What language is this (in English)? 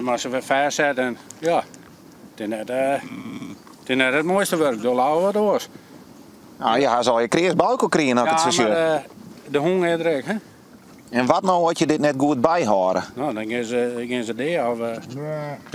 Western Frisian